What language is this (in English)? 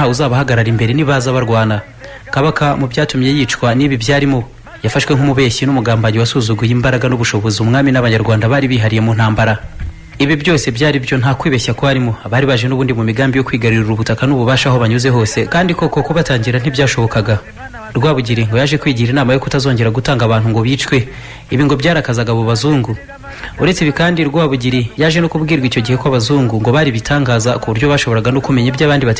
Kinyarwanda